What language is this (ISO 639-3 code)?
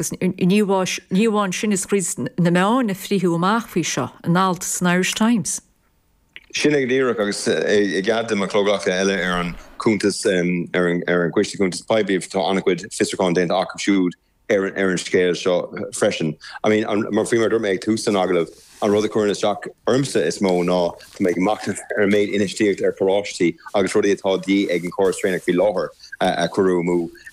gle